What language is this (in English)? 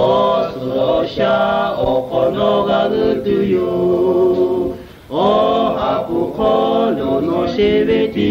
Lahu